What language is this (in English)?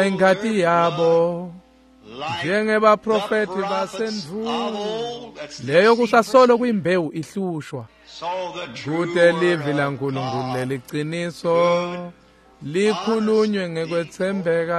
Swati